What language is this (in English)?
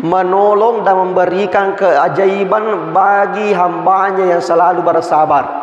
Buginese